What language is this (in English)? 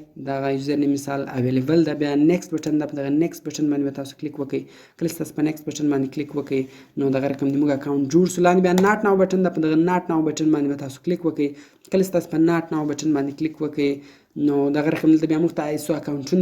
Pashto